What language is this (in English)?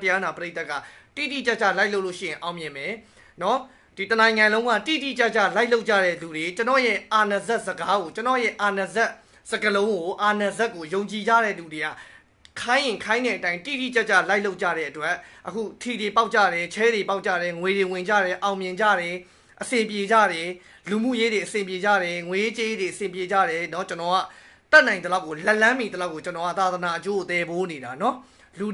Burmese